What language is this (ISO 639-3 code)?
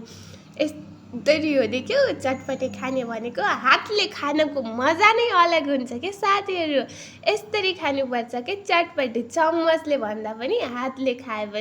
nep